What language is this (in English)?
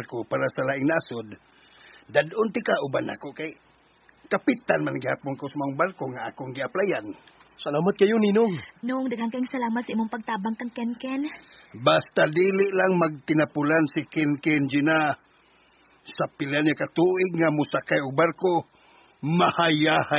Cebuano